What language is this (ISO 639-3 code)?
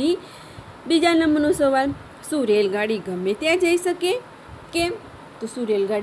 guj